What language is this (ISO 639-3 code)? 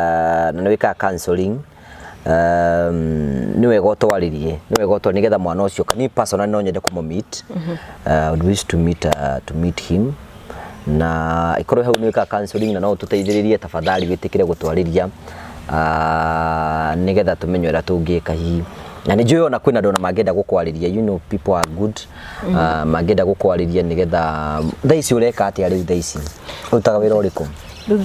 kik